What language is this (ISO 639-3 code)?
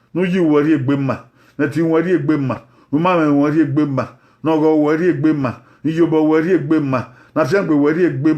bin